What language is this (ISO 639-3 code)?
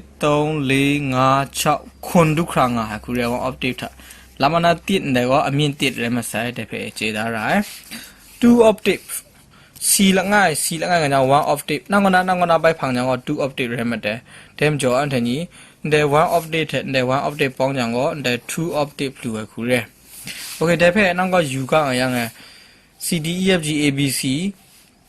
kac